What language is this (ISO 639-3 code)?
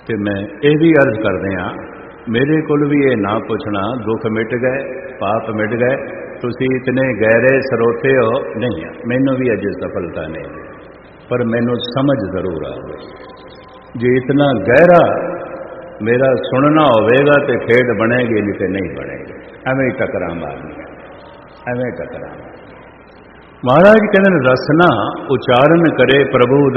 pan